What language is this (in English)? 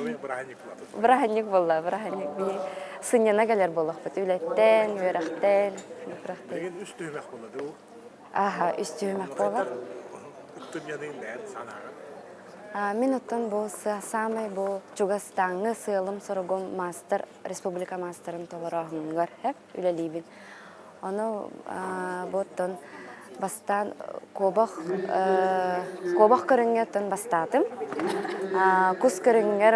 Yakut